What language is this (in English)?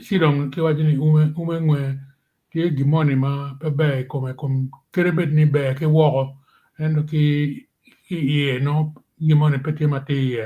Acoli